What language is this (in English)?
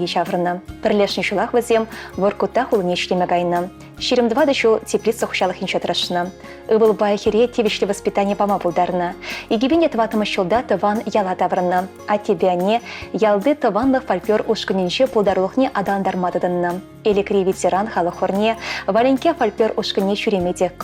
Chuvash